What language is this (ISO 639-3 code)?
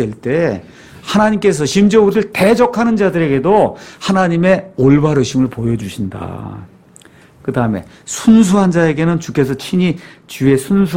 kor